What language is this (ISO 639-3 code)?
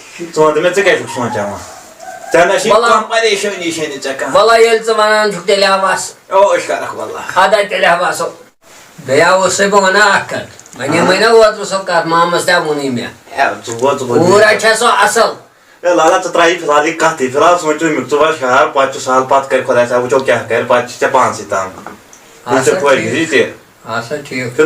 kas